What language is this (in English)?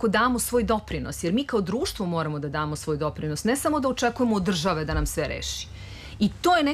Serbian